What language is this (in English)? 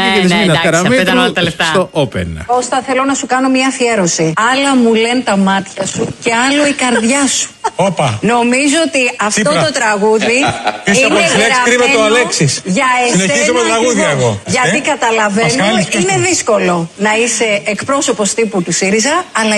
Greek